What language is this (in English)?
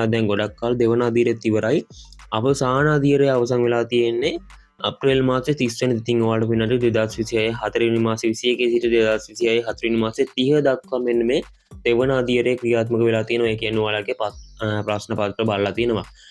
Sinhala